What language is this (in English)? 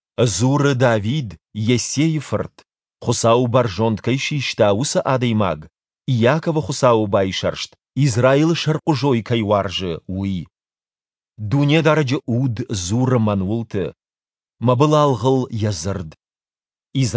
Ossetic